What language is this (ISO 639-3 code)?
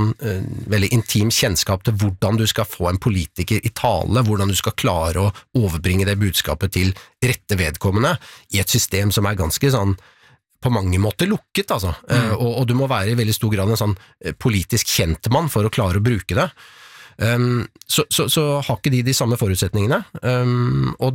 nor